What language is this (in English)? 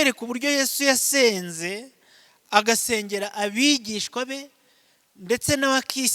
Kinyarwanda